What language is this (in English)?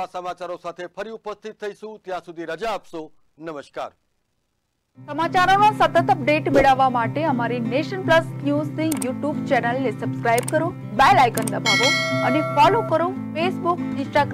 Gujarati